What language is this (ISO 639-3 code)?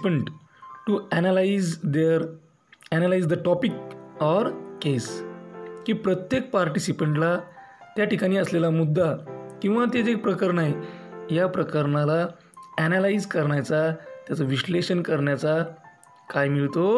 mar